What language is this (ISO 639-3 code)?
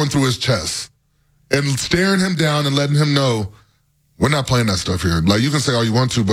eng